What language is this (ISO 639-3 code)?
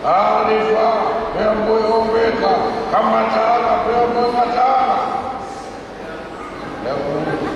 ton